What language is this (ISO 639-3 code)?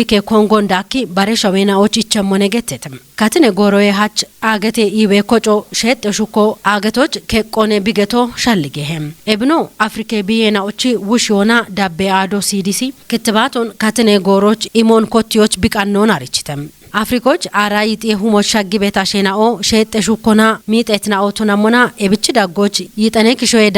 kbr